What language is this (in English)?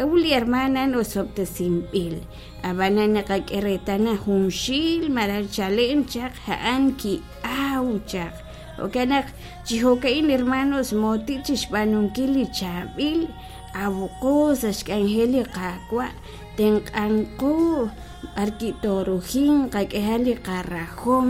Kekchí